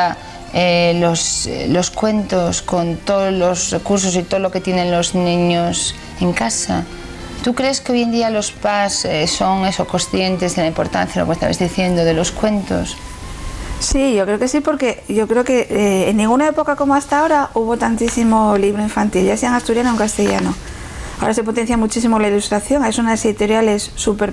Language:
Asturian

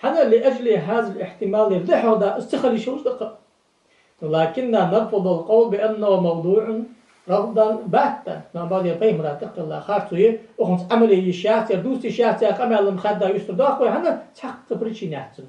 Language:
Ingush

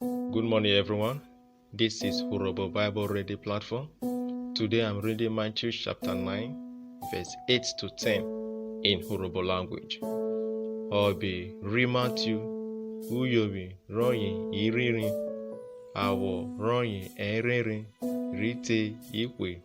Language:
Urhobo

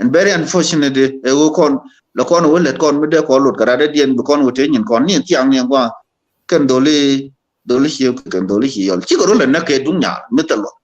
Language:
Nuer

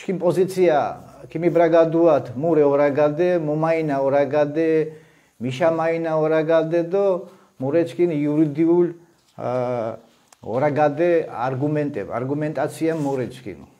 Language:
Mingrelian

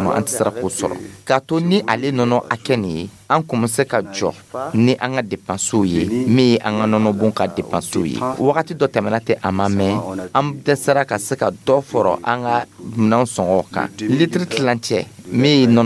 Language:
Dyula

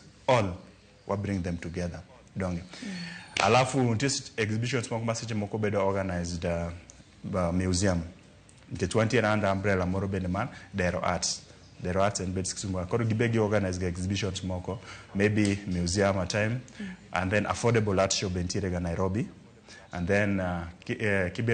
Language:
Luo (Kenya and Tanzania)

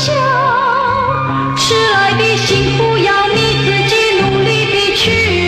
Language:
Chinese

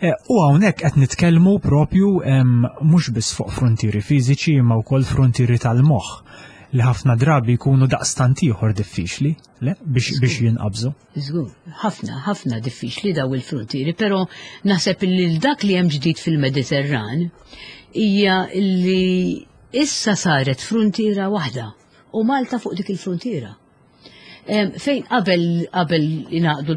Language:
Maltese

